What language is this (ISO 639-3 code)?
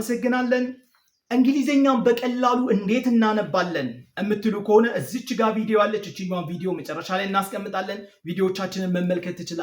amh